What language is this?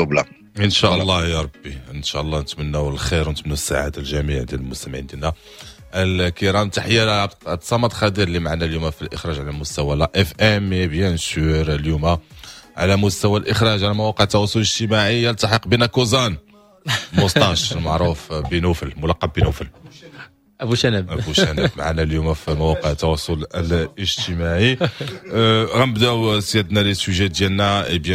Moroccan Arabic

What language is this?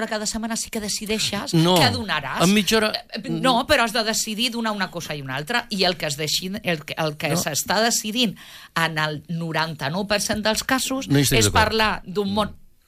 Catalan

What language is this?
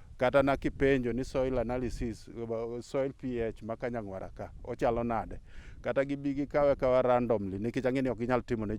Luo (Kenya and Tanzania)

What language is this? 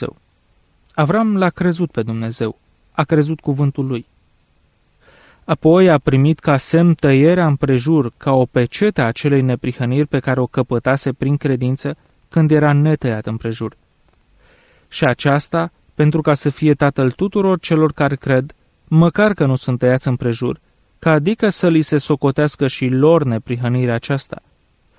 Romanian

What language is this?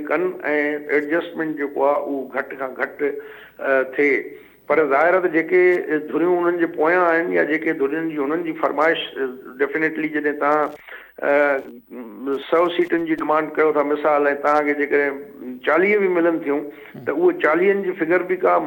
Sindhi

